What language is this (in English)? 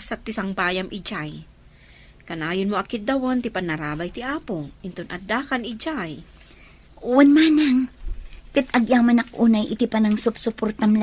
Iloko